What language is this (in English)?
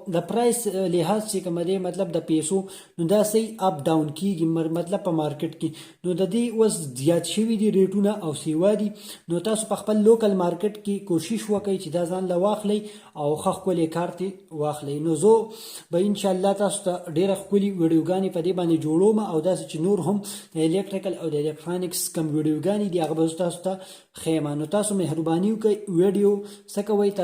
Pashto